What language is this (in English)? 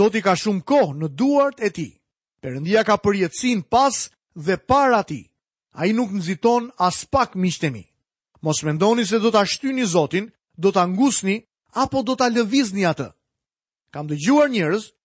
Albanian